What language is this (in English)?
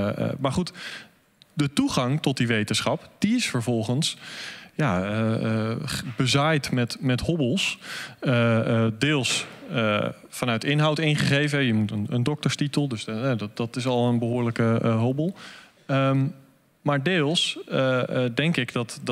Dutch